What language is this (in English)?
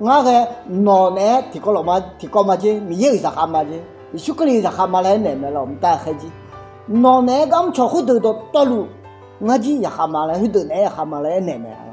Akha